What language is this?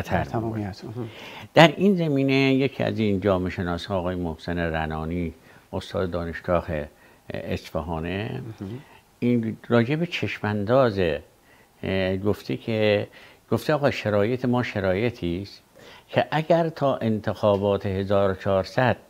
Persian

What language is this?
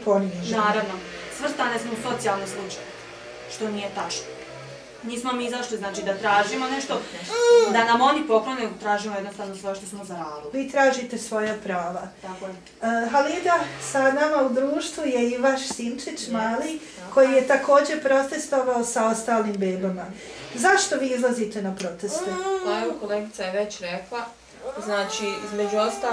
Bosnian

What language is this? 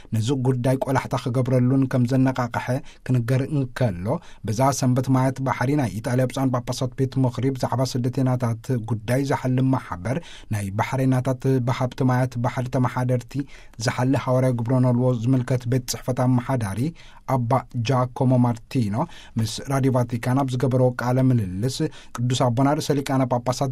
Tigrinya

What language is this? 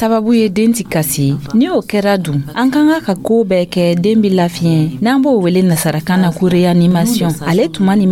Dyula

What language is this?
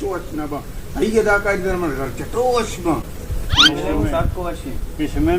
Baluchi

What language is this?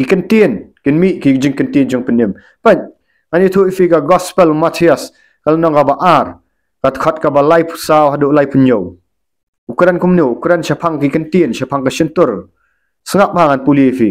Khasi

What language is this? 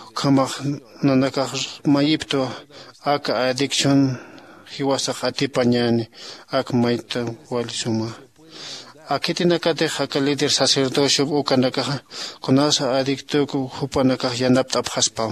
Aymara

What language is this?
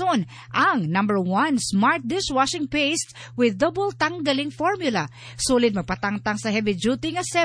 Cebuano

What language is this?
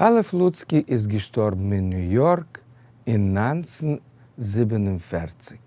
Yiddish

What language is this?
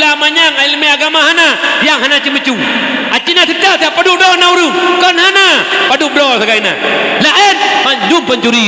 Achinese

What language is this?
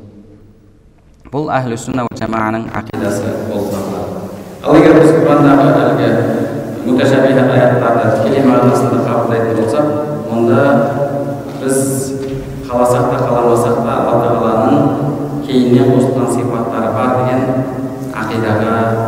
Kazakh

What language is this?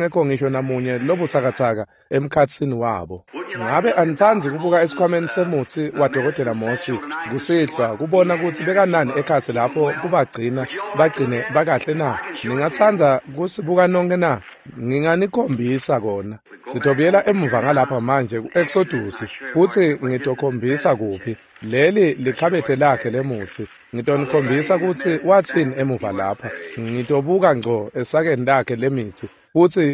Swati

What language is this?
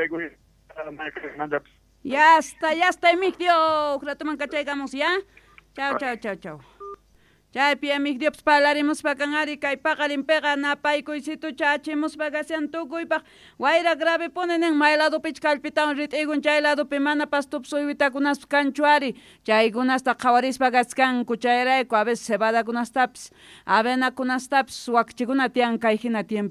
South Bolivian Quechua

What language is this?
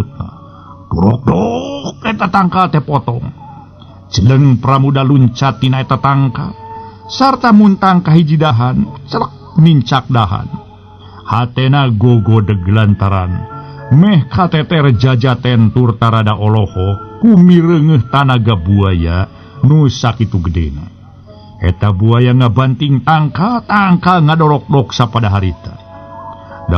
Sundanese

